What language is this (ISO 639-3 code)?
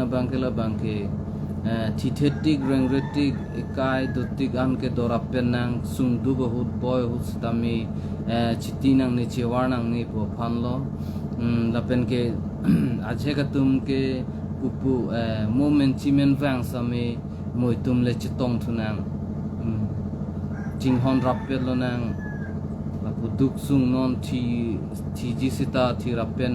mjw